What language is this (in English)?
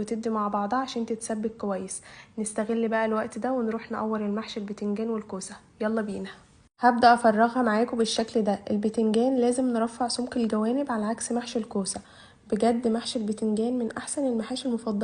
Egyptian Arabic